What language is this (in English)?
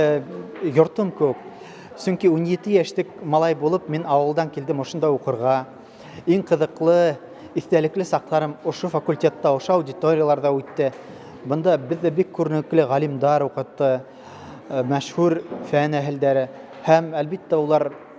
Bashkir